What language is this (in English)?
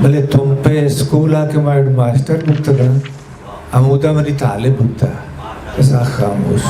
Eastern Balochi